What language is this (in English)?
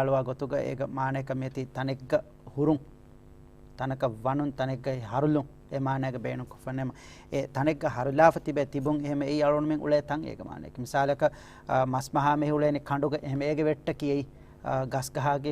Divehi